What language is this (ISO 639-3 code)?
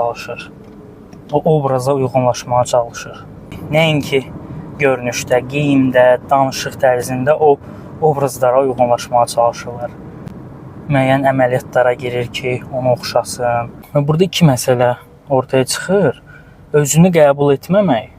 aze